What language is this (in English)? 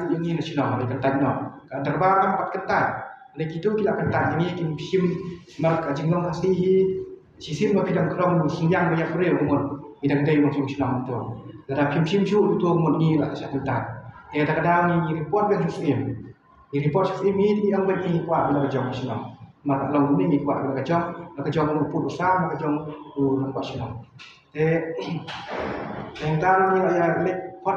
Khasi